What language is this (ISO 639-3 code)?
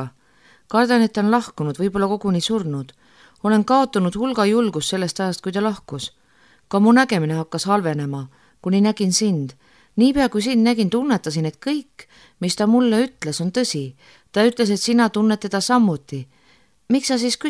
est